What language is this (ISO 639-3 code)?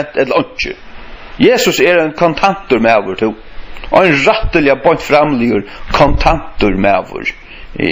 fao